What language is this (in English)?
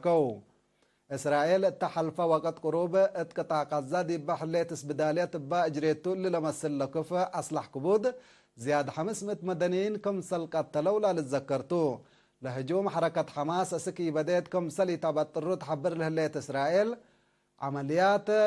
Tigre